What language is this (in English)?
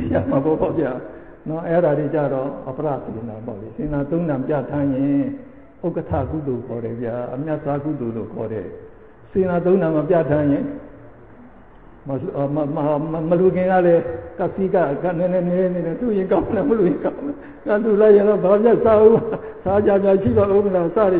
Burmese